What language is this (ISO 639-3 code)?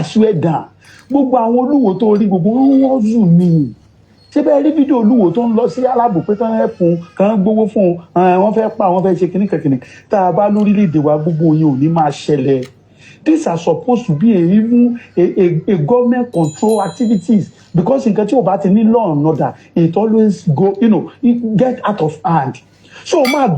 yor